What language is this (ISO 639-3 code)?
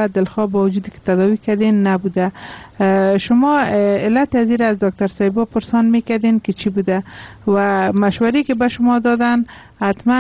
fas